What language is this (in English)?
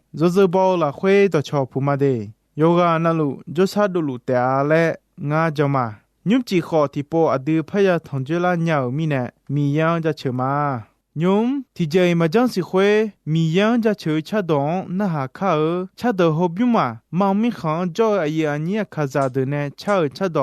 Akha